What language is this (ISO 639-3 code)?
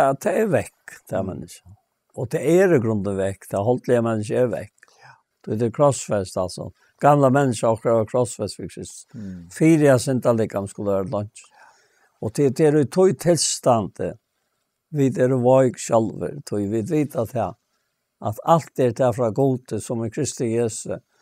fao